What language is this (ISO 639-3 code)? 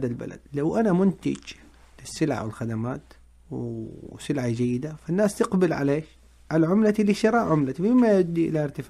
ars